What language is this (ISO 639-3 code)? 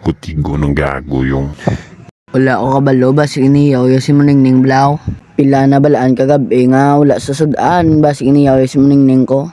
hil